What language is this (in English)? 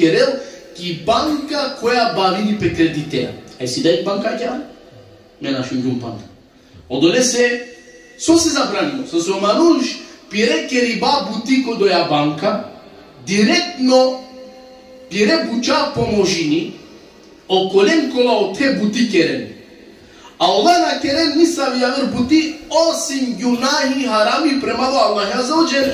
Balkan Romani